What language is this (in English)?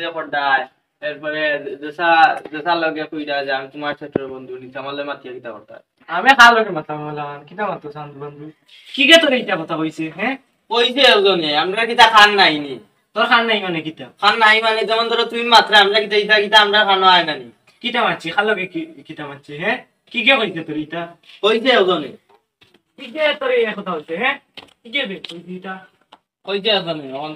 Sylheti